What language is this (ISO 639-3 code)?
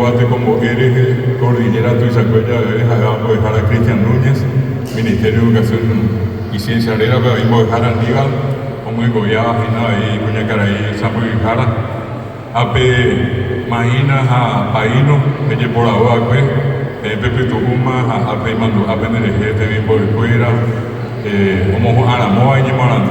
grn